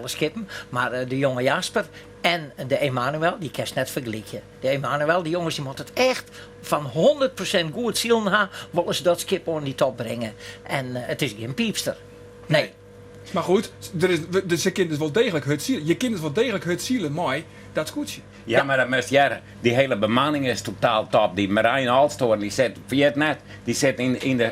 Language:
Western Frisian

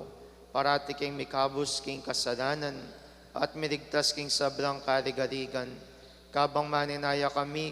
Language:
Pampanga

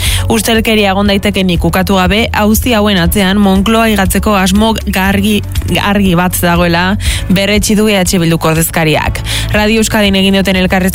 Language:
Basque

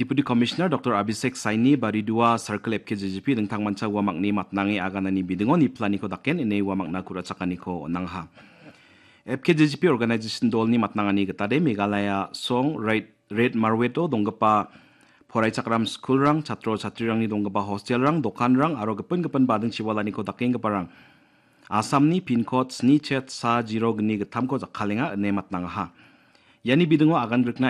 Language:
Garo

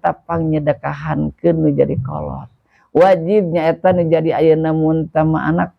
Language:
Sundanese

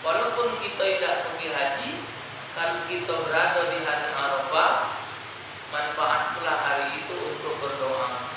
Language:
Musi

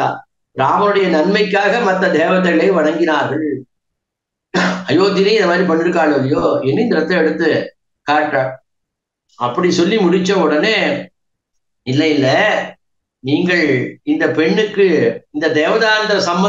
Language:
Tamil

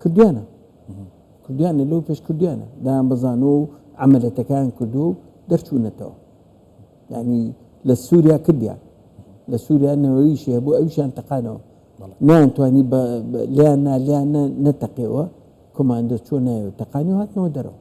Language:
Central Kurdish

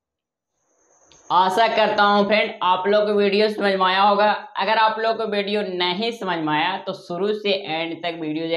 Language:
Hindi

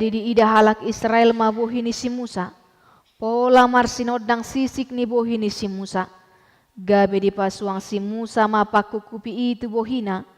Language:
Batak Toba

